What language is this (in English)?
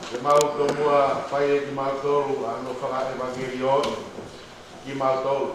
Tongan